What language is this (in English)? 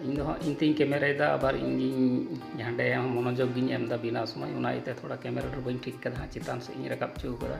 Santali